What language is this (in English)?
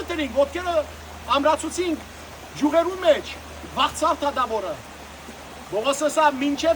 Western Armenian